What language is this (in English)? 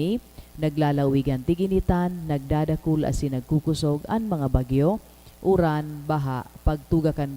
Bikol